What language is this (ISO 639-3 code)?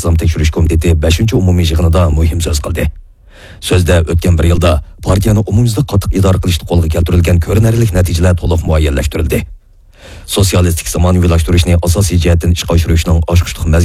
uig